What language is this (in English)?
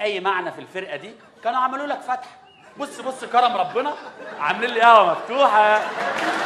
Egyptian Arabic